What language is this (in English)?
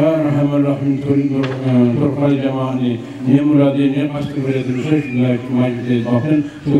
Kumyk